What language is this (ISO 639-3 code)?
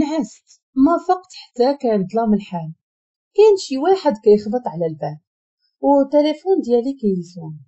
ary